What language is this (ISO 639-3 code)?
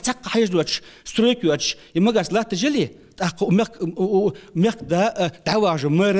inh